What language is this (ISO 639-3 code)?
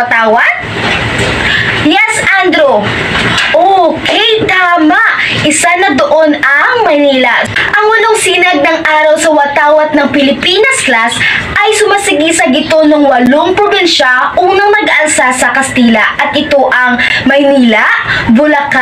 fil